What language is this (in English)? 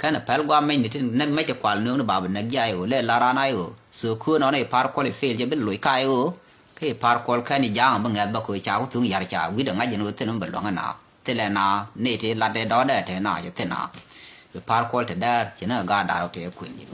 Nuer